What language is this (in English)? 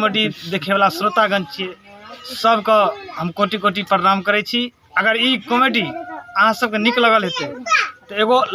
Maithili